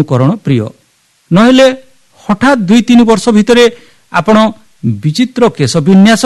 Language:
Odia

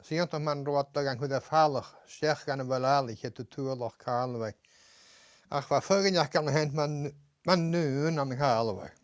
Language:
Scottish Gaelic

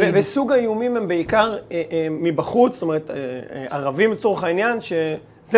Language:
Hebrew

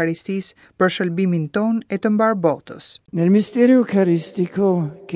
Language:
Albanian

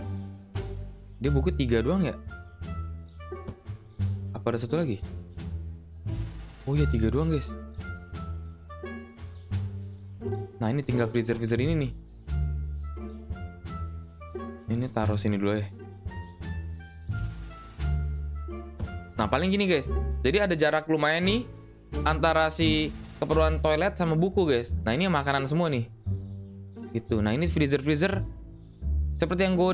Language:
Indonesian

